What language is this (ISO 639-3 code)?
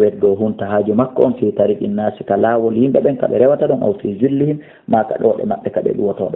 ful